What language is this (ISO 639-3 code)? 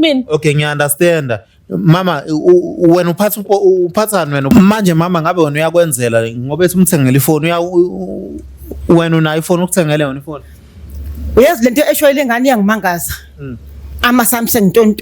zul